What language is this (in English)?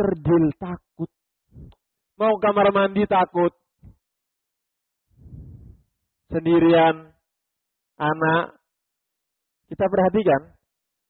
Indonesian